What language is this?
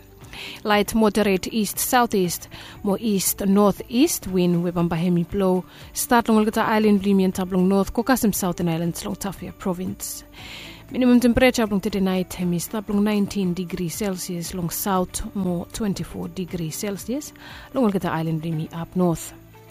Bislama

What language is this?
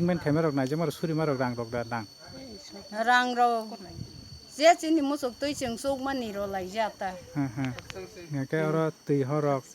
Kok Borok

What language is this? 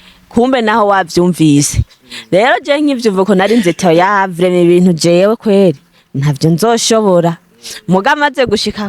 Rundi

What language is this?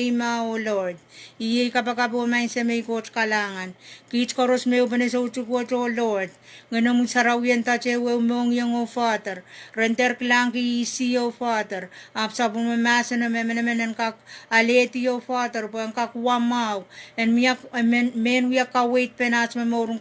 Pohnpeian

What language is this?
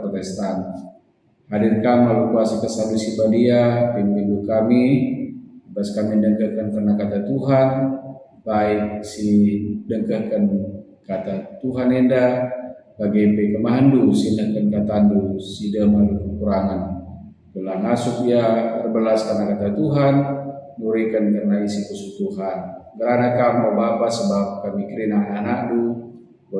Batak Karo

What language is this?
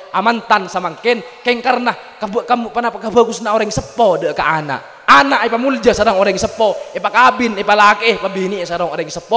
Madurese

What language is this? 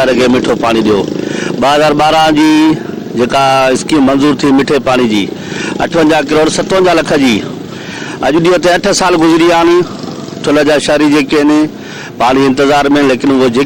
Sindhi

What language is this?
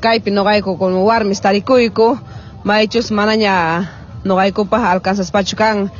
Quechua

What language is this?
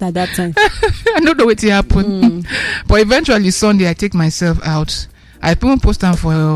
Nigerian Pidgin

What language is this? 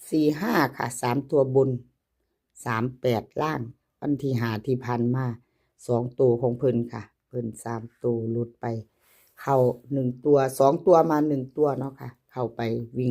Northeastern Thai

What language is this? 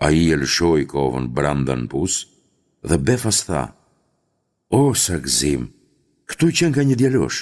Albanian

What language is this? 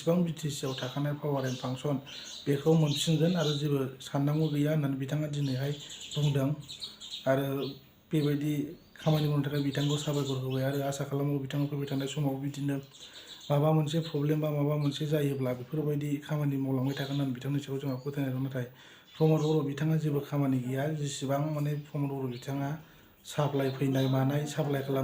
Bodo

